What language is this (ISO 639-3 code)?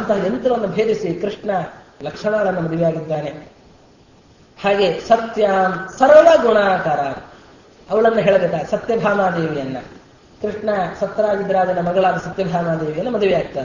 kan